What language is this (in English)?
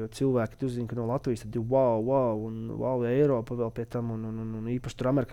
Latvian